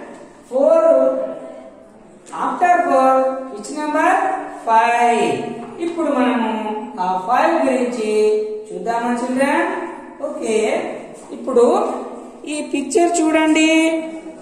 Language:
Telugu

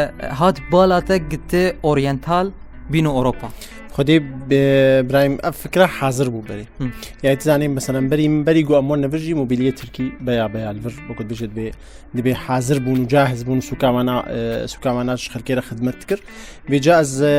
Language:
Kurdish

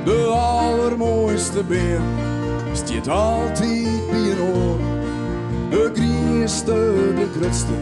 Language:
Western Frisian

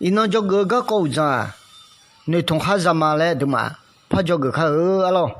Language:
Akha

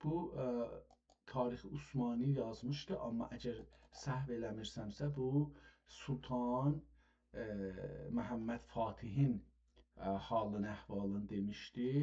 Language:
South Azerbaijani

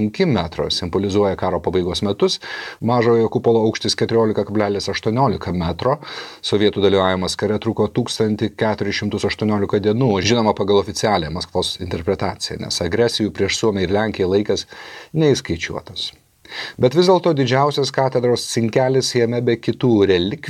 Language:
Lithuanian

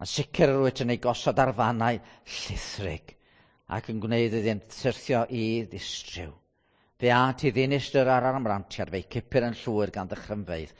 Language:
Welsh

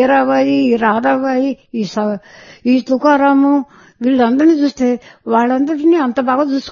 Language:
Telugu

